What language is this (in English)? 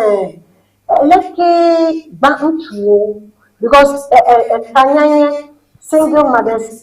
Ewe